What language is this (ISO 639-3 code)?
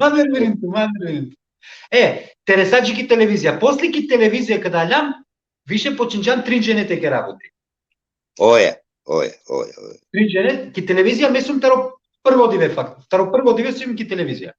rmn